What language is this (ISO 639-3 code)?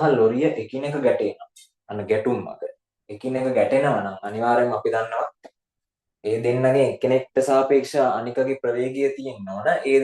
sin